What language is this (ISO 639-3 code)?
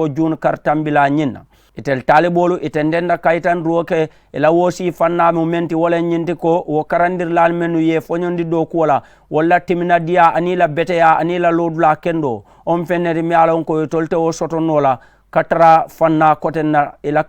man